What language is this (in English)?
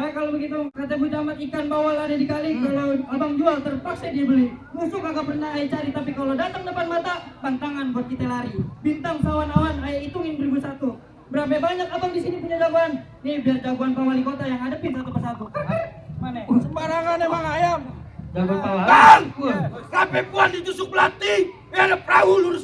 Betawi